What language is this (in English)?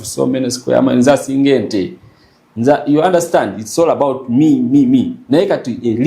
Ganda